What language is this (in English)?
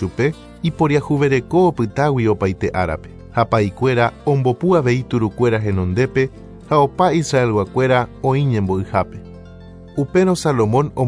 Guarani